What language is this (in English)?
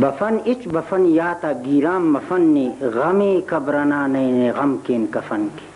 Brahui